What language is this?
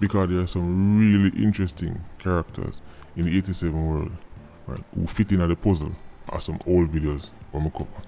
Jamaican Creole English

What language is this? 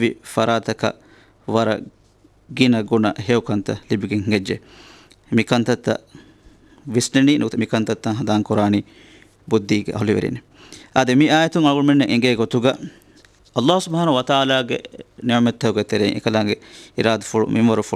Divehi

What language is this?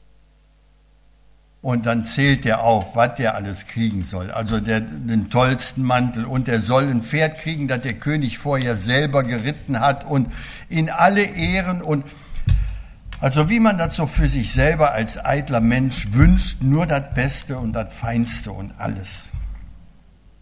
German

